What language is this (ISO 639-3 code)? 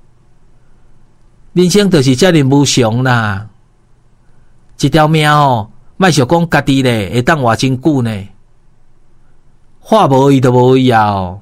nan